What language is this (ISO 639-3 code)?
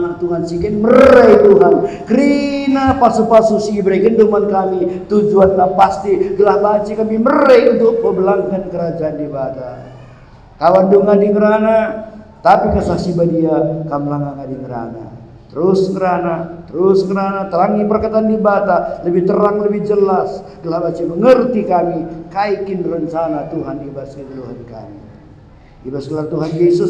btx